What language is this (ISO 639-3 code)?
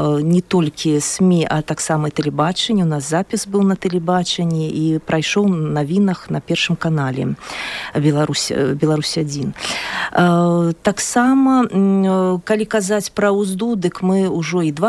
bel